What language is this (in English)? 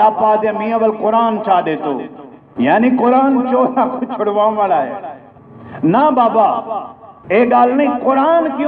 Saraiki